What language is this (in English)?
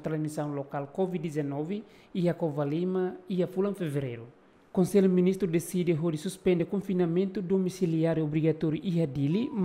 Tetum